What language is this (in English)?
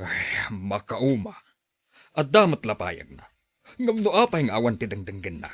Iloko